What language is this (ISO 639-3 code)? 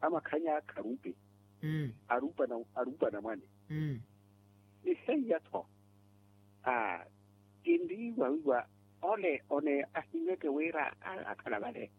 vmw